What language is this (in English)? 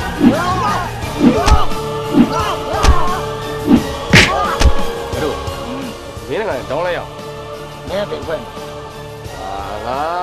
Burmese